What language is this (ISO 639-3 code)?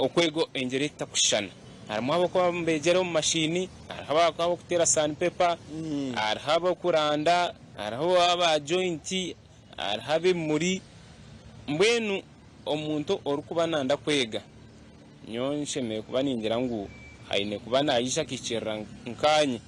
nyn